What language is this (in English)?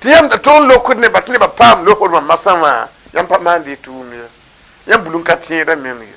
Mossi